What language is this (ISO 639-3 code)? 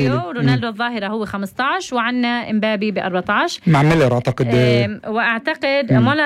apc